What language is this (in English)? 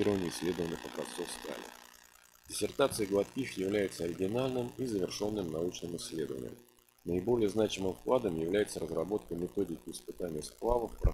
Russian